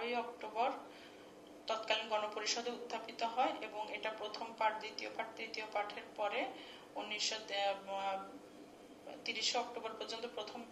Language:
Bangla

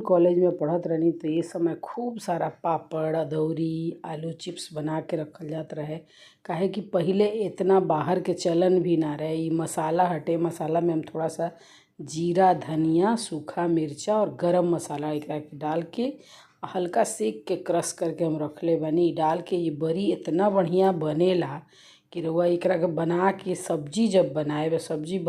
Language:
Bhojpuri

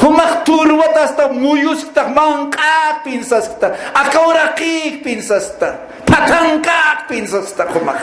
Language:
Aymara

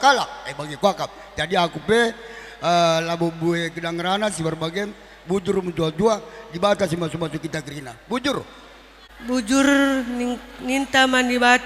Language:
Batak Karo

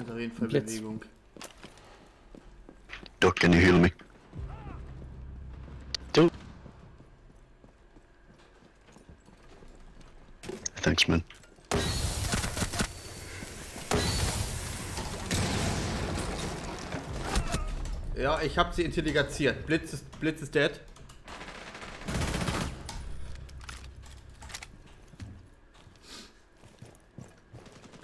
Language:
German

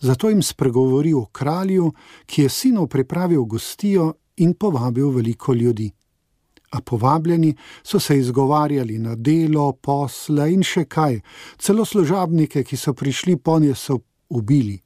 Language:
Slovenian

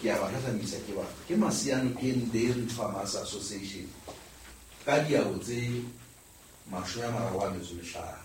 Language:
Southern Sotho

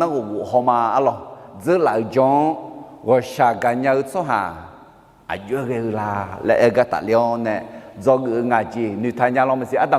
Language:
Akha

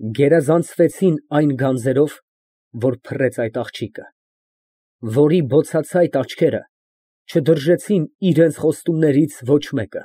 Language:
Armenian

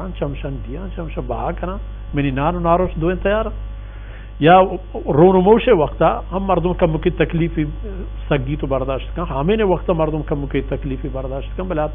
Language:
Baluchi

